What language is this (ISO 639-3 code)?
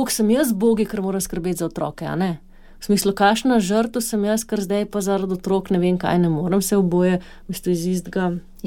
slv